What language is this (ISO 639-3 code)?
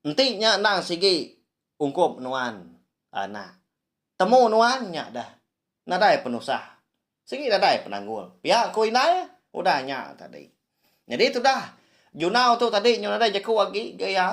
iba